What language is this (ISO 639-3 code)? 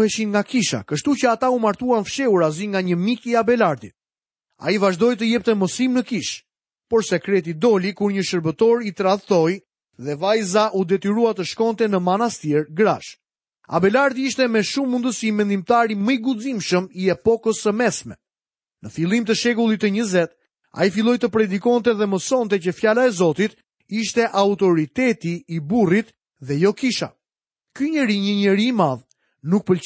sqi